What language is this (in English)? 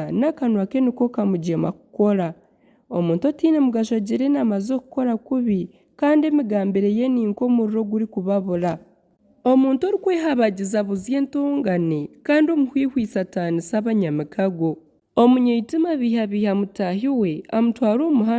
Nyankole